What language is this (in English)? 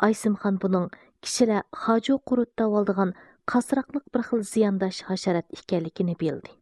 Uyghur